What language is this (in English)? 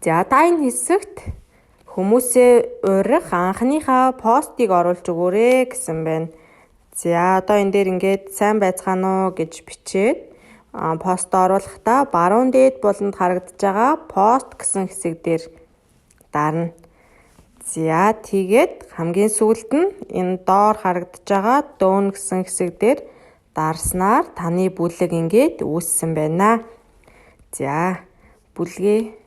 Mongolian